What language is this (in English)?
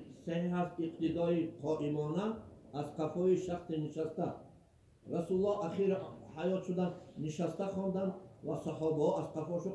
Tajik